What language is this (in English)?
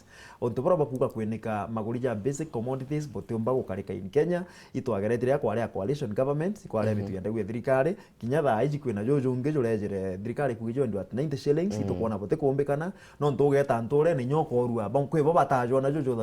Meru